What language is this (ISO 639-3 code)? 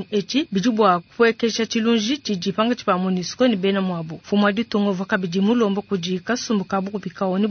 lua